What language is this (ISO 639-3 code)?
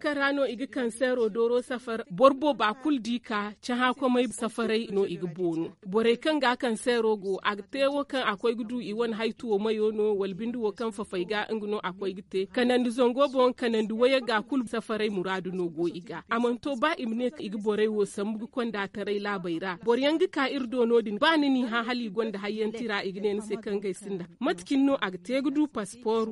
dje